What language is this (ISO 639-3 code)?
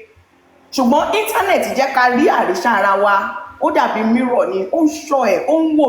yor